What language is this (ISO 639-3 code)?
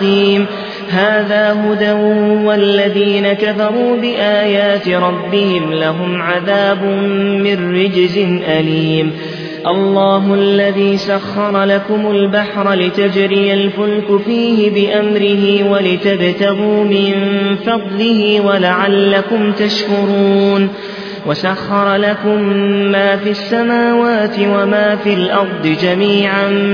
ara